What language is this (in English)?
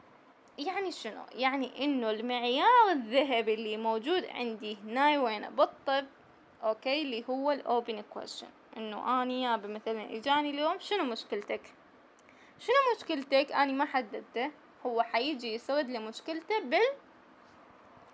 Mesopotamian Arabic